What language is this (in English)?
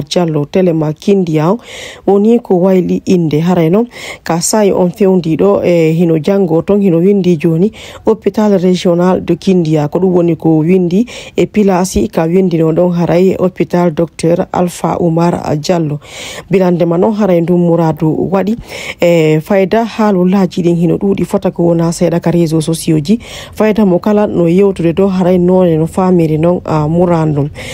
Fula